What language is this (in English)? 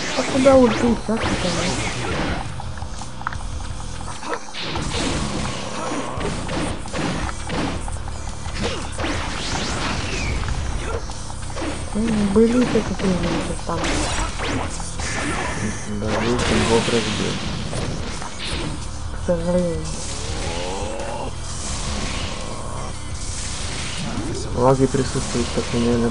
Russian